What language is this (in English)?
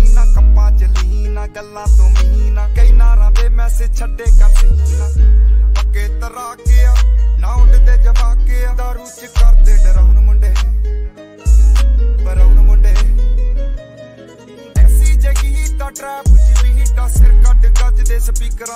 Punjabi